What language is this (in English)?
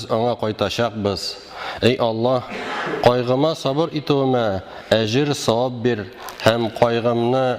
Tatar